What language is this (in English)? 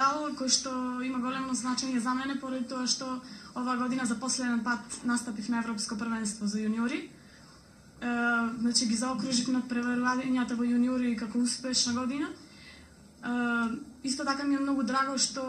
Macedonian